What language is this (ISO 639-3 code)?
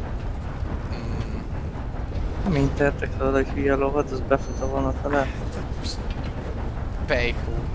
hun